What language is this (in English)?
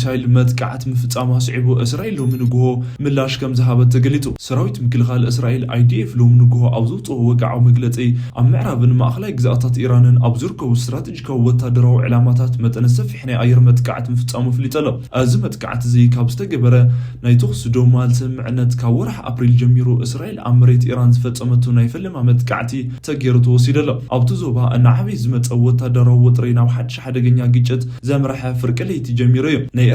Tigrinya